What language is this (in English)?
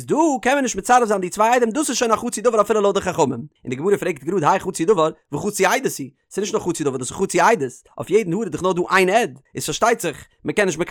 Yiddish